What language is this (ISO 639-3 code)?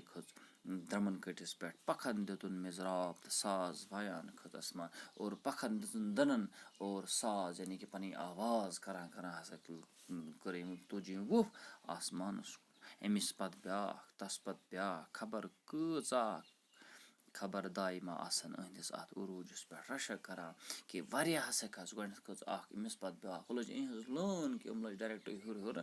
kas